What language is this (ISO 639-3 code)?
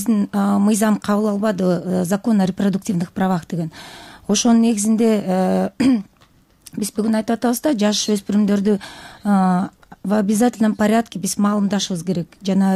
kir